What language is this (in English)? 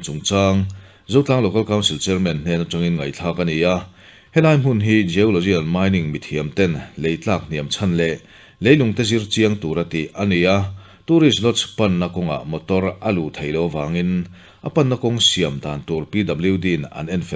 Mizo